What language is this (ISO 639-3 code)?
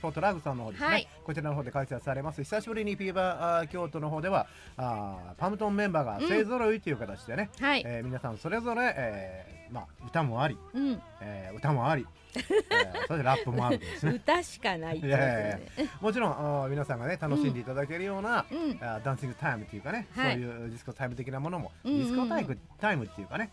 jpn